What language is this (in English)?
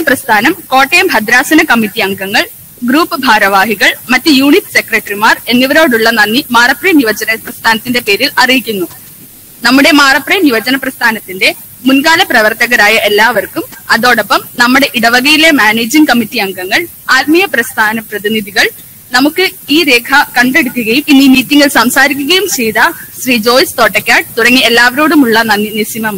Malayalam